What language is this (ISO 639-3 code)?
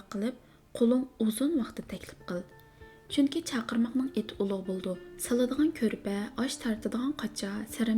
uig